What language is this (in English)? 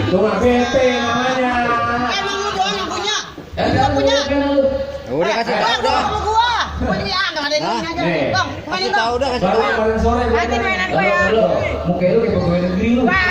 Betawi